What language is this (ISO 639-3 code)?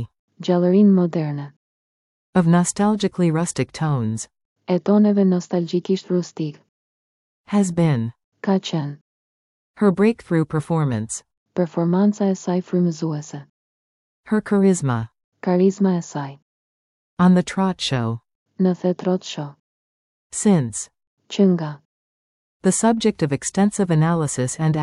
sqi